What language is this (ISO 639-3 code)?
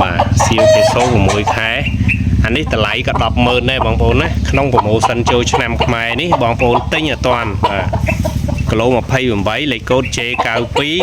khm